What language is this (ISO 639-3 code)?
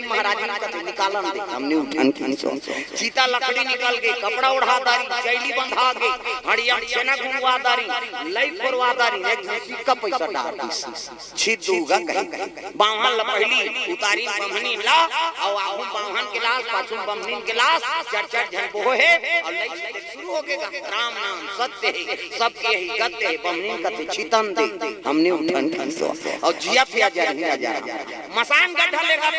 hne